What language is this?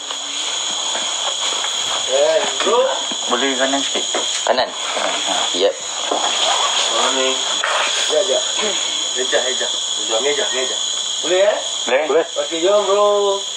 Malay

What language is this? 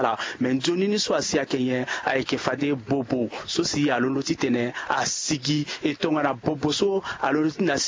Sango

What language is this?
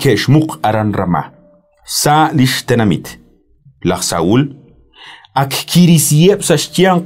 Kekchí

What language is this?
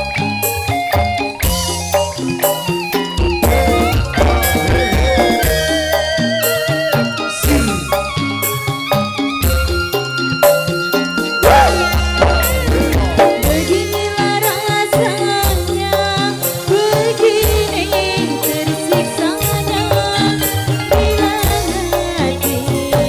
Indonesian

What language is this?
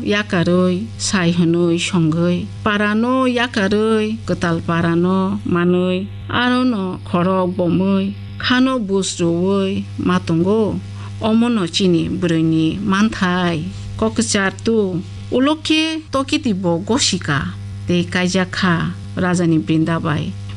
Kok Borok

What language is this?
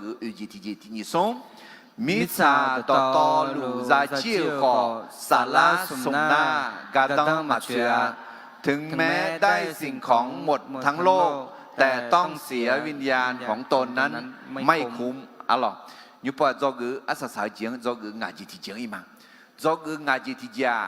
Akha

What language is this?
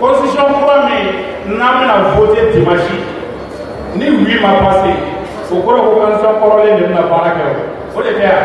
Bambara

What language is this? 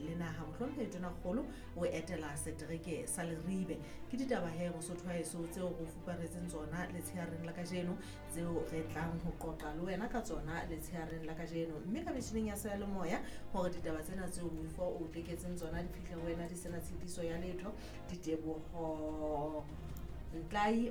Southern Sotho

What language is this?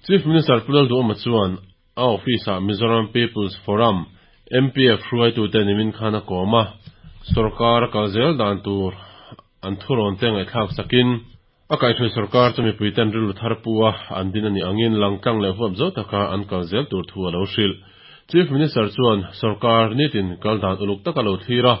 Mizo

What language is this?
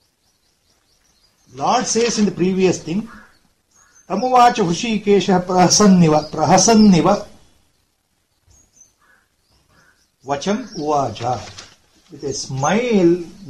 Kannada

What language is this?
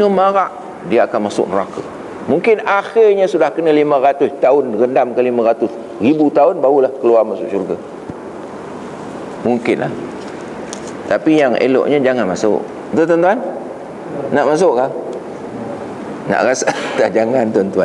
Malay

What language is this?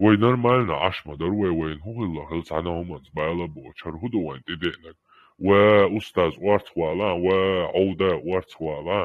Chechen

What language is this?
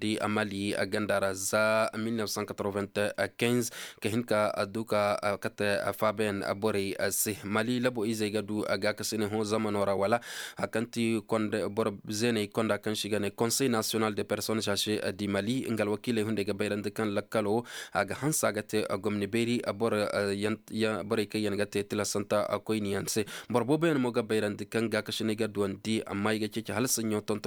Zarma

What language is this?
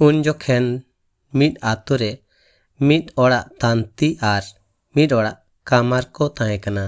Santali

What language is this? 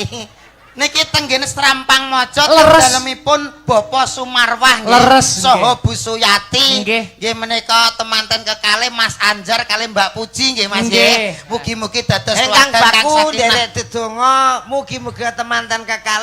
Javanese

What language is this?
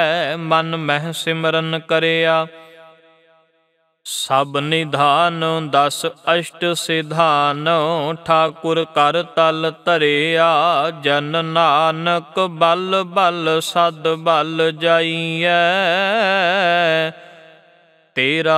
Punjabi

